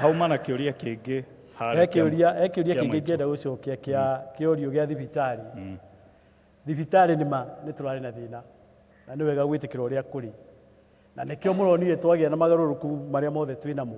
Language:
Kikuyu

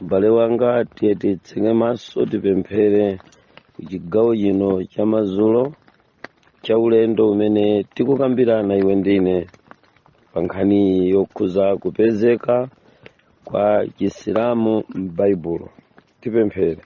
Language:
Nyanja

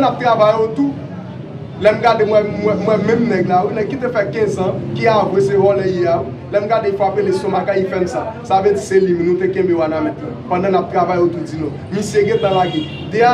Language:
Haitian Creole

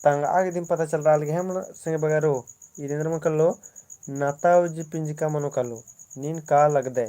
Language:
Kurukh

